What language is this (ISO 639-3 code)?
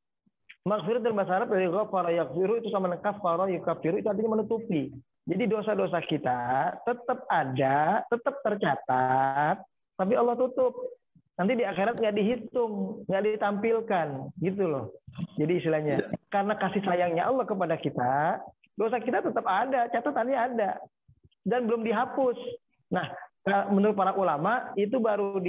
ind